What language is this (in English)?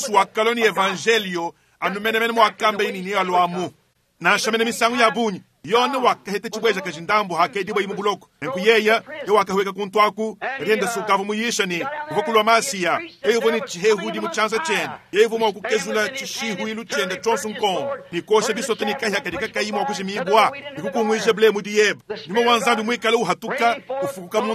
Luba-Lulua